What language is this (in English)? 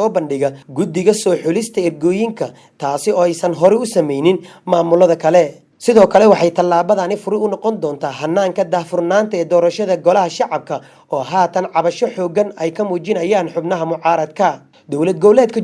Somali